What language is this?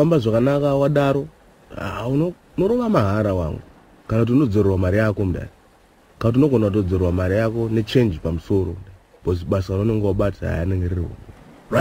Shona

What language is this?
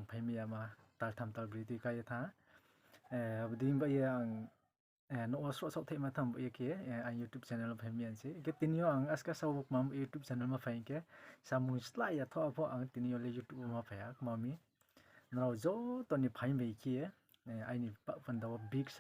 Riang (India)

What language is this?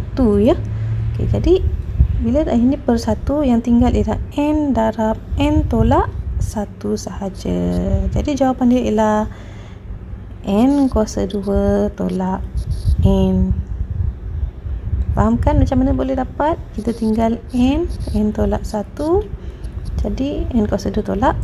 Malay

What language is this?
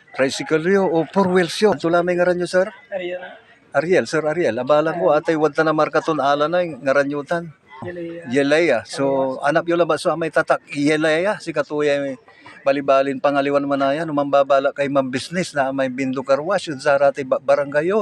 Pangasinan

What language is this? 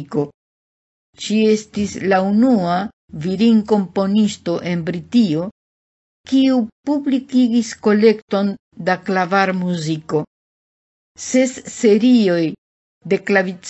Esperanto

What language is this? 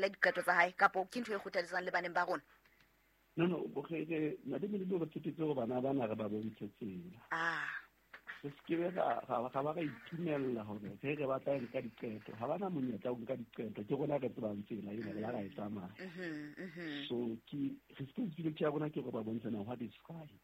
Southern Sotho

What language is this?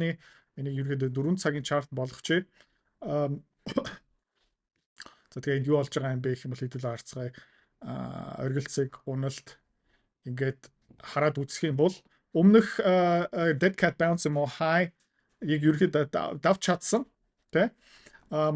Mongolian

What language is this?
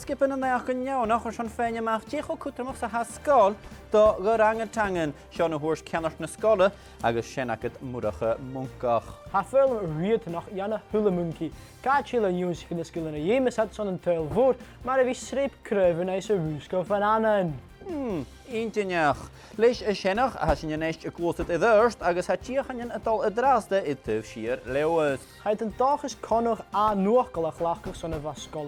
Scottish Gaelic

